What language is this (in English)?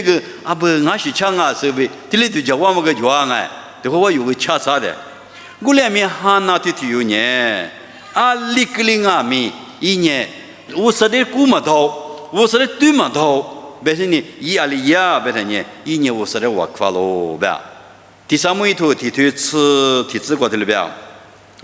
Lisu